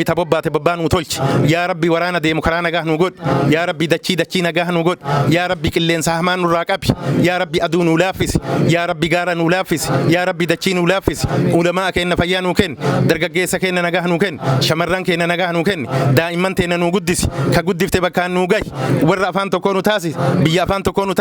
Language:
Oromo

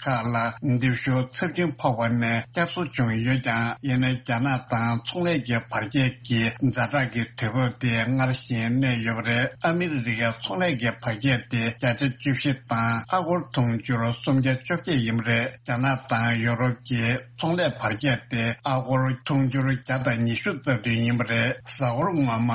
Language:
Tibetan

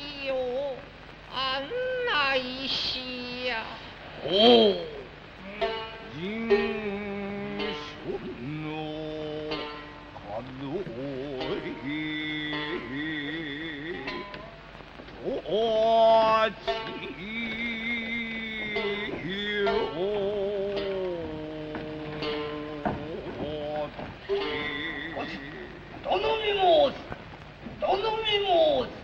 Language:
Japanese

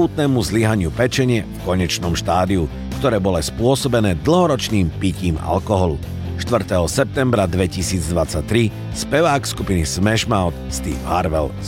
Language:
Slovak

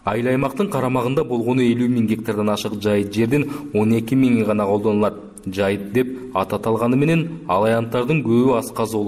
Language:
Kyrgyz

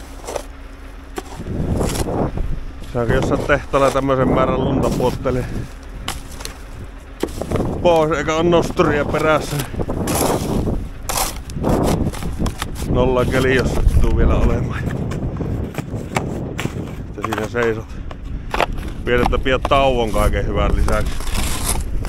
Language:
Finnish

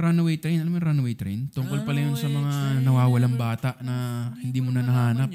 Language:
Filipino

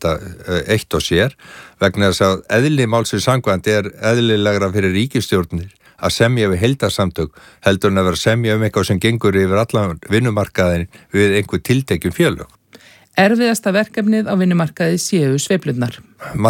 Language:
Icelandic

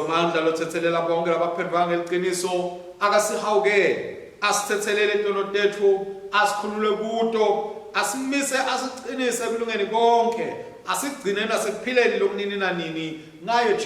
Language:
Swati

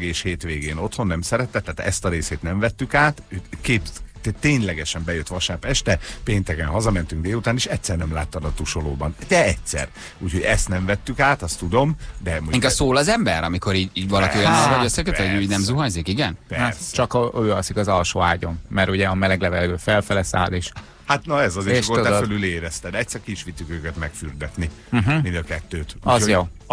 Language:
Hungarian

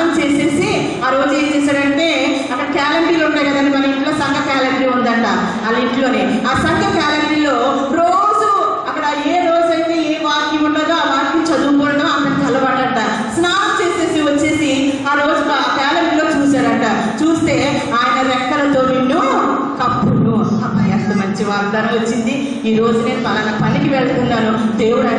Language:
Telugu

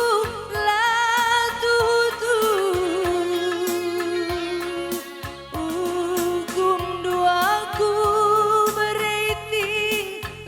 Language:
Batak Karo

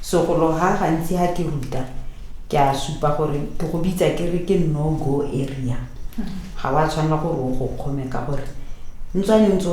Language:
Tswana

